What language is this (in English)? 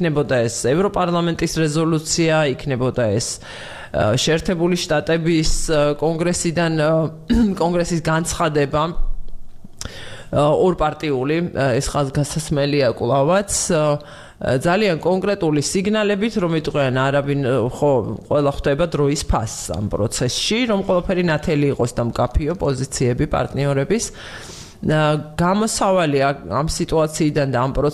Georgian